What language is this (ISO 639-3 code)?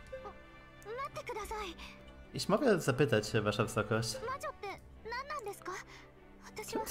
pol